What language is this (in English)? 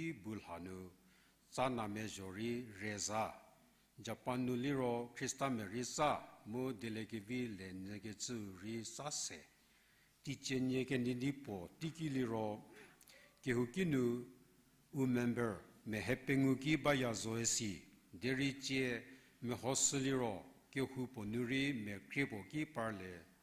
Angami Naga